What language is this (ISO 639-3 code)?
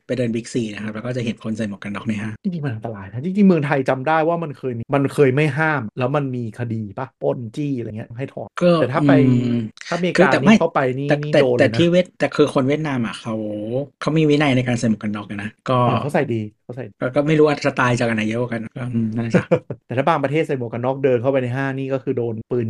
tha